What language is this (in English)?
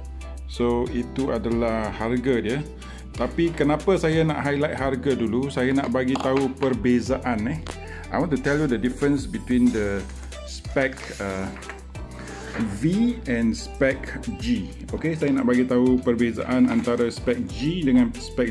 Malay